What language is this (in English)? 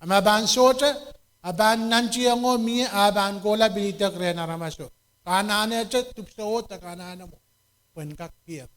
Pohnpeian